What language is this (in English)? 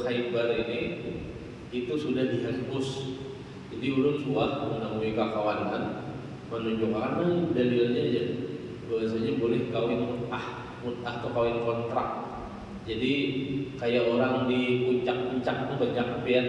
Banjar